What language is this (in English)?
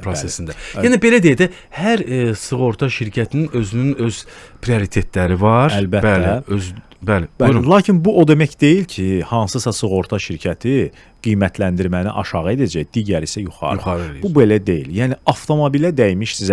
Azerbaijani